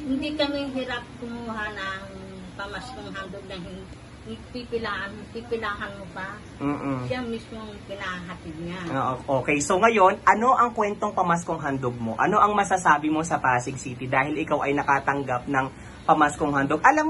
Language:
Filipino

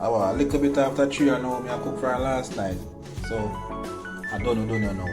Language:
Jamaican Creole English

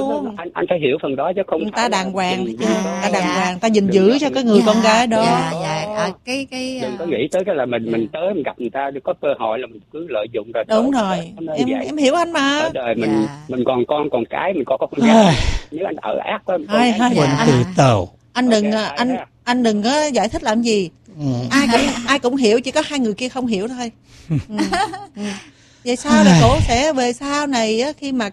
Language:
Vietnamese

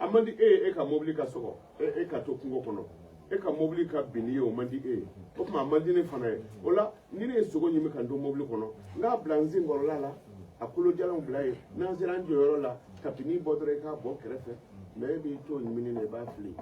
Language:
Bambara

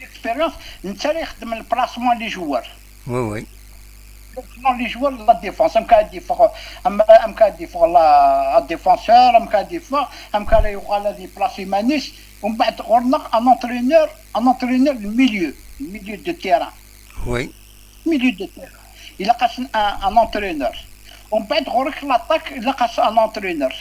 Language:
Kabyle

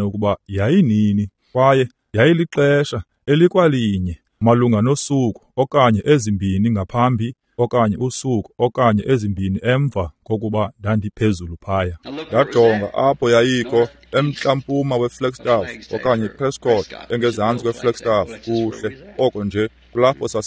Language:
Xhosa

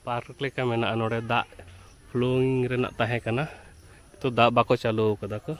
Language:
Santali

